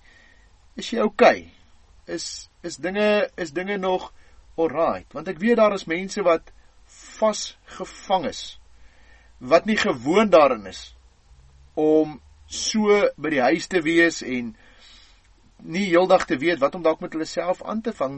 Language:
Afrikaans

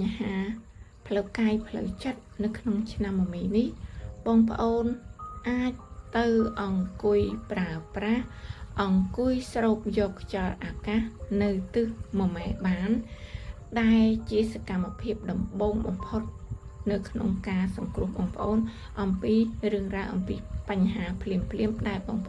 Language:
Khmer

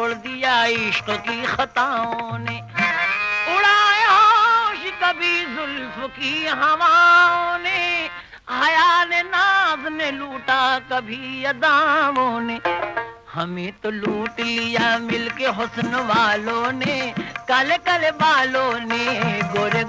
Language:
Hindi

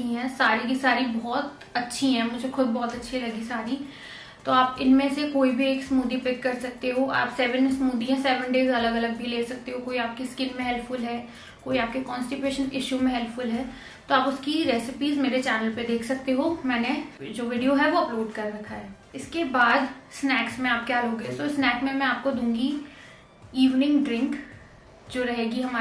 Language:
Hindi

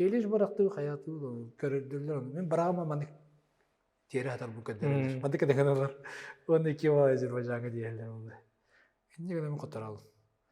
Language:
Yakut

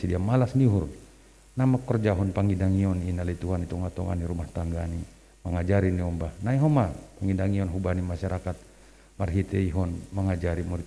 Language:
Batak Simalungun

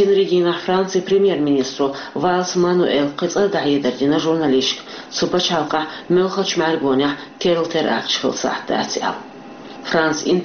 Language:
Chechen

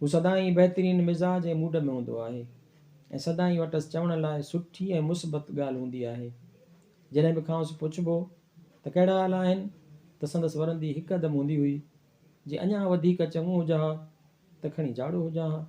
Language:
Sindhi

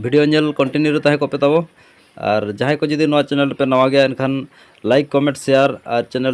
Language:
Santali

